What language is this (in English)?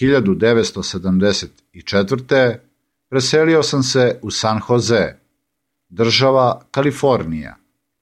Serbian